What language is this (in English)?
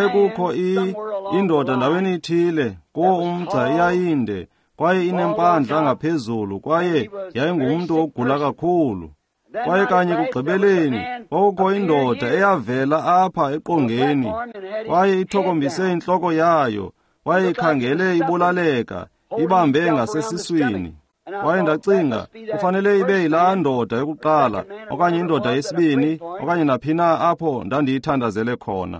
Xhosa